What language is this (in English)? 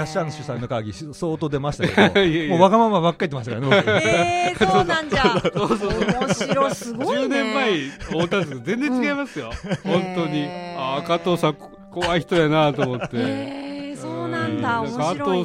Japanese